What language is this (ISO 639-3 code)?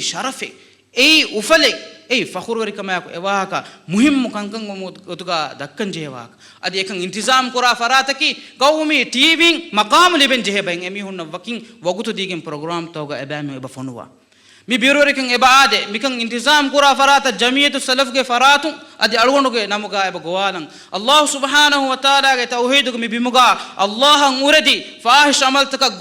div